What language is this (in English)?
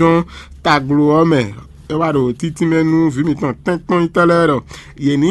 Fon